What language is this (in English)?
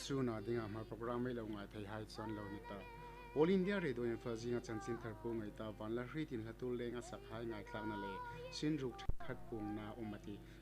Hmar